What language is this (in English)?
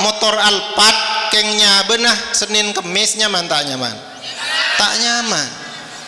Madurese